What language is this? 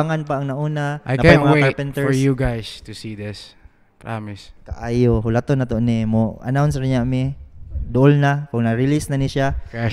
Cebuano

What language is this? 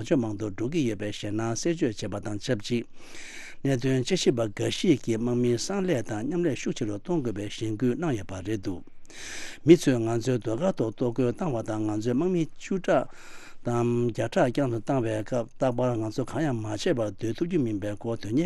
Tibetan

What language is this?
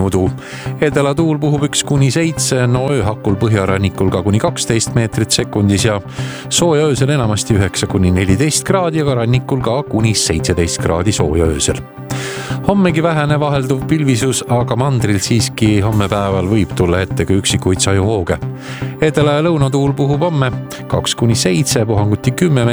Estonian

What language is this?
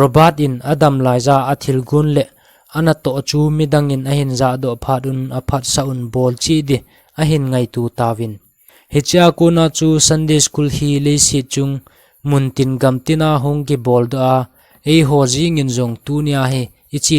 Thado Chin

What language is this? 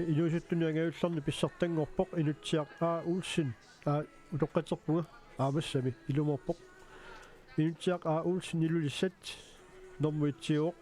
Kalaallisut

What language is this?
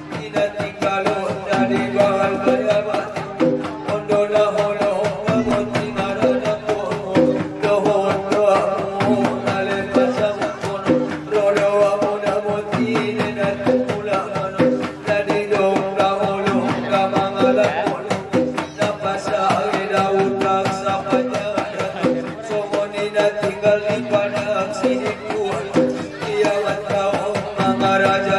Batak Angkola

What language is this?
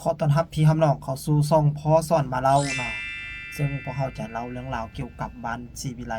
Lao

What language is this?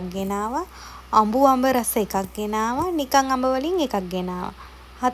Sinhala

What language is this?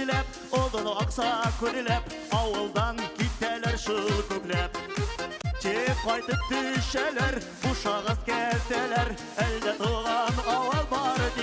Bashkir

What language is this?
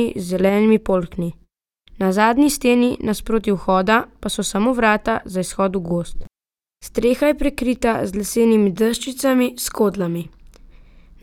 Slovenian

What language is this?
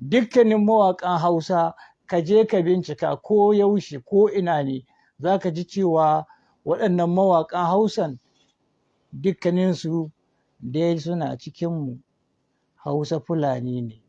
Hausa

